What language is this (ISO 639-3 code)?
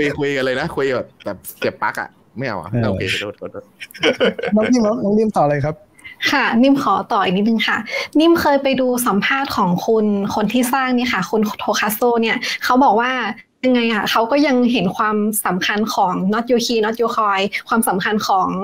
tha